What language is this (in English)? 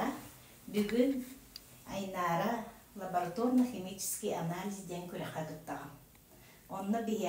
Yakut